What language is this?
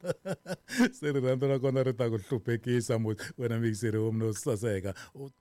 Tsonga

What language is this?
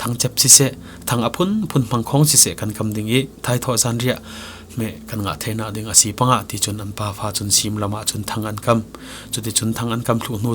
Falam Chin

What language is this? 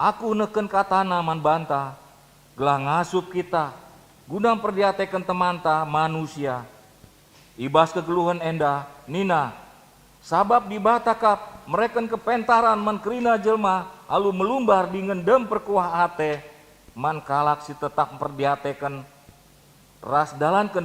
Batak Karo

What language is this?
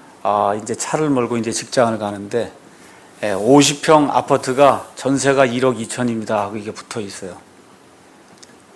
Korean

